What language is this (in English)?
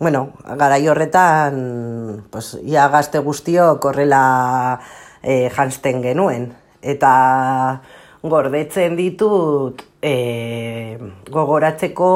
Basque